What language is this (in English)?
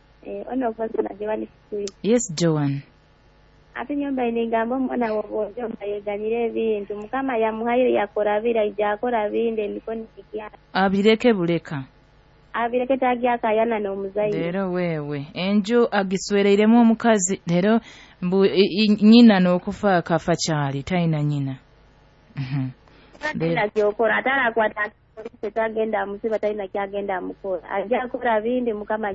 Nyoro